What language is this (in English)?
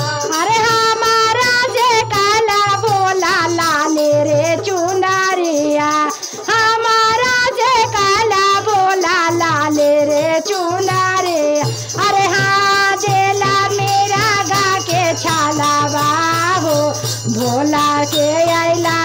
Bhojpuri